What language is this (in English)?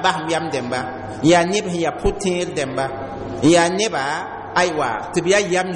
Mossi